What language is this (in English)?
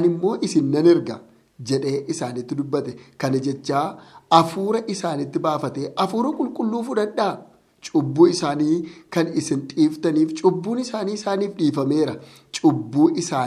Oromo